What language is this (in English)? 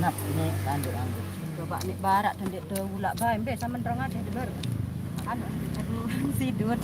Sasak